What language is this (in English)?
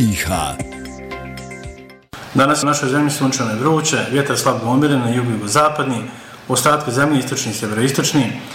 Bosnian